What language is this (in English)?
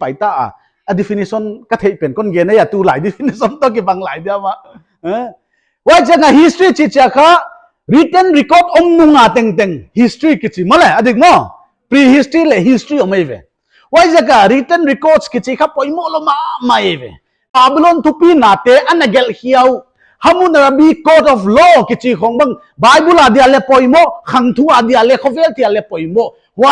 Paite Chin